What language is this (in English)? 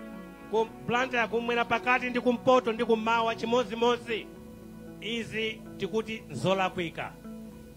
Nyanja